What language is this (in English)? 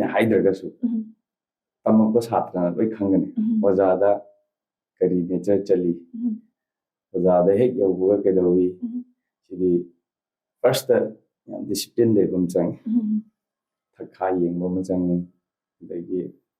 Manipuri